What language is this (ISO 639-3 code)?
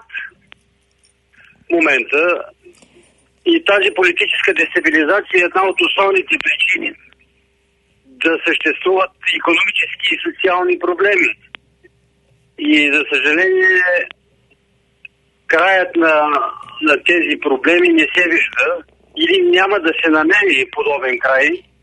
bul